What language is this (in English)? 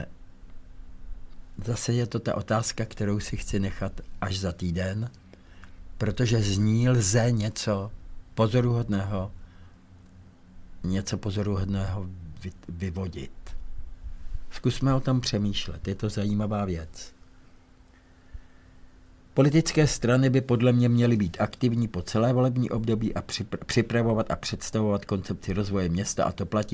Czech